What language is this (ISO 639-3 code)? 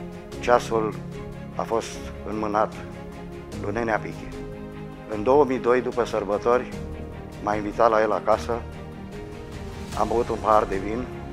ron